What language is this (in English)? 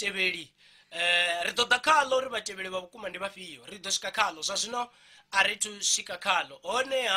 Venda